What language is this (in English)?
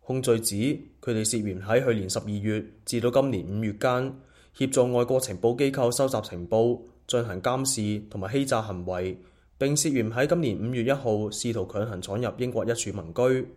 Cantonese